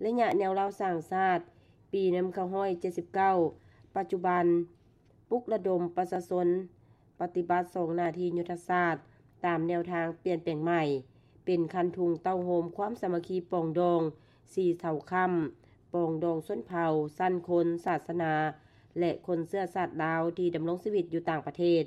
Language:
Lao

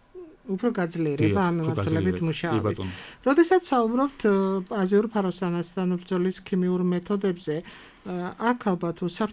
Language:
Georgian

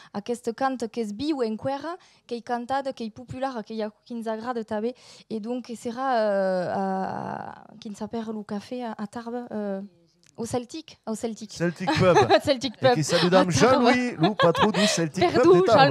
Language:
Occitan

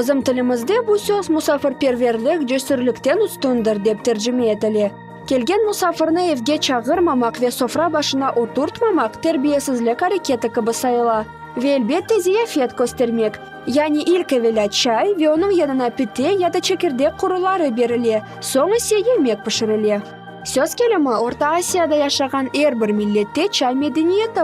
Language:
Crimean Tatar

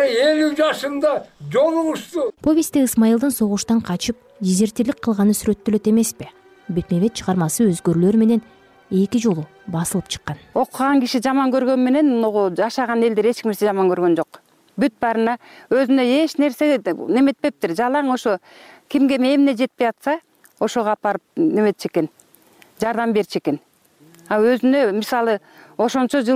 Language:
Kyrgyz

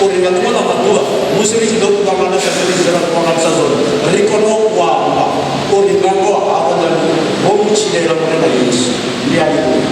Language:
Venda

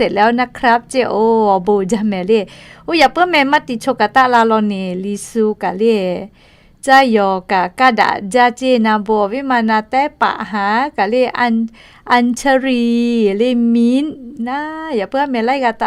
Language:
Lahu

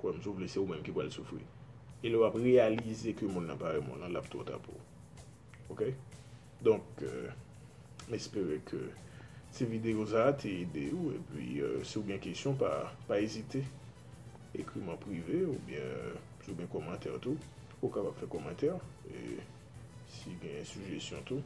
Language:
Haitian Creole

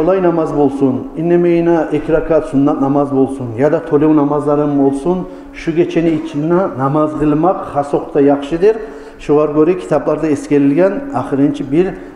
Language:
Kumyk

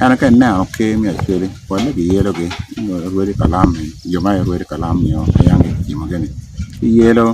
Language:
Acoli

